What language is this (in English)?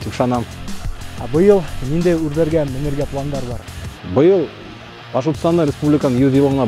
Bashkir